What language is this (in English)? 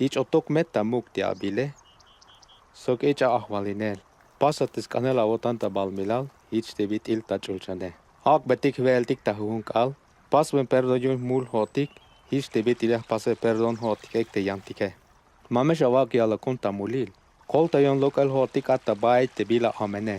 Tzeltal